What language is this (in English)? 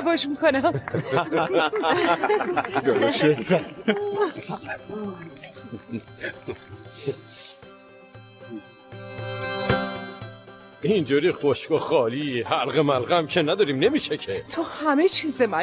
Persian